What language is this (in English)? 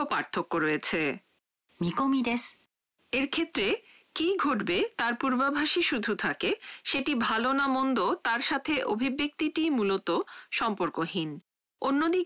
Bangla